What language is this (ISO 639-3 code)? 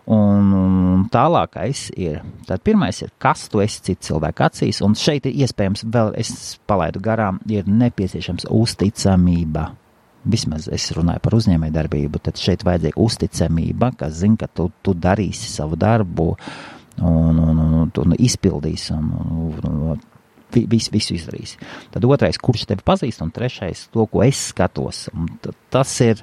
lav